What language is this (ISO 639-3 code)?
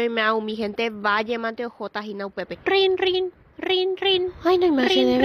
grn